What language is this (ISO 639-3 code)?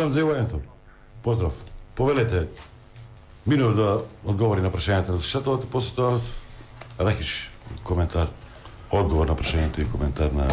mkd